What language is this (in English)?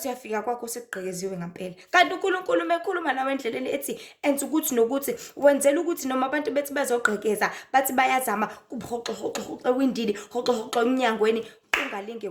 Zulu